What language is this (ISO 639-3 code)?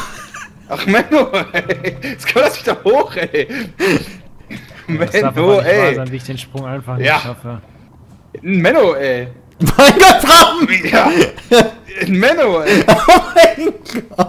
deu